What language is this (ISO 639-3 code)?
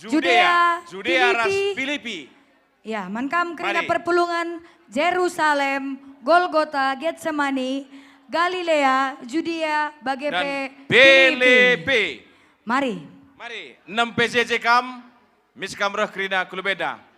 btx